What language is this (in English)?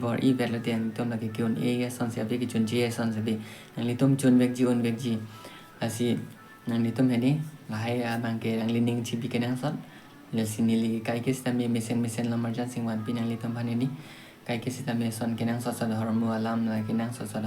Karbi